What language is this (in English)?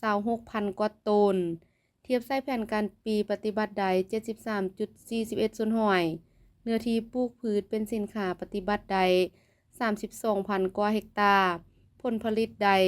Lao